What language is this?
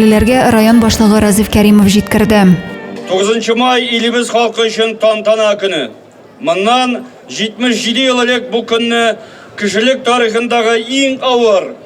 Tatar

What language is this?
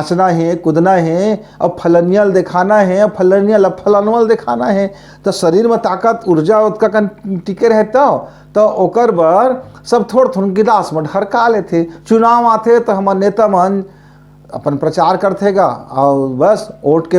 Chhattisgarhi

